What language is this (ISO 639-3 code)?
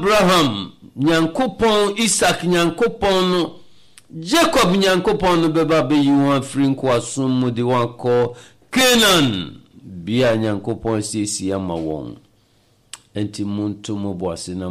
aka